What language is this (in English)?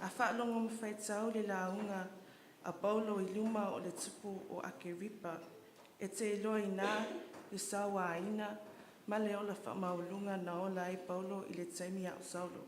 Samoan